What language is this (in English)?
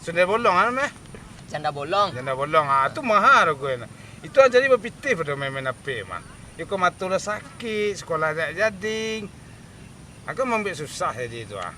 Minangkabau